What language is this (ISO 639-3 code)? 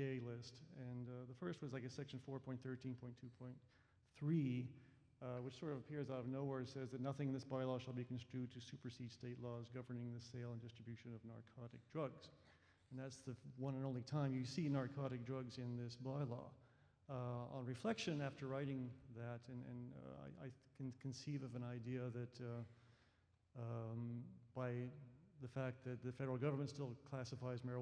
eng